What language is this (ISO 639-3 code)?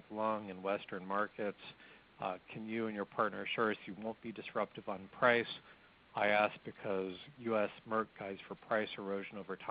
eng